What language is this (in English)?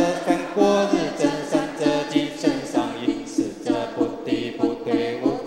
Chinese